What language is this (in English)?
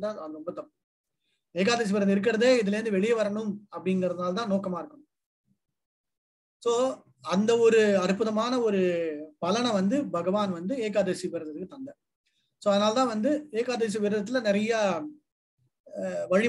Tamil